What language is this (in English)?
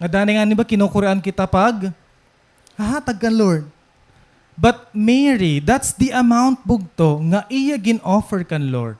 Waray